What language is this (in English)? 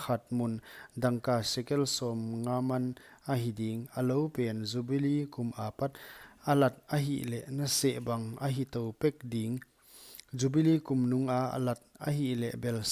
Paite Chin